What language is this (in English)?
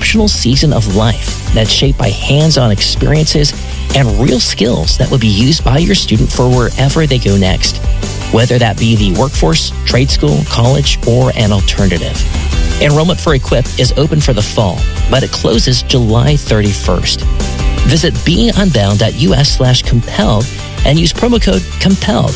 English